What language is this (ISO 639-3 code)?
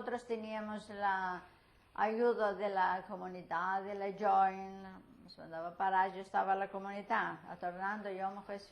lad